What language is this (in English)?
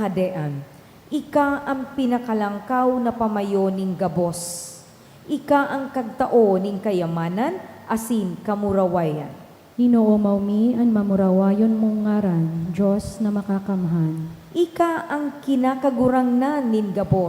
Bikol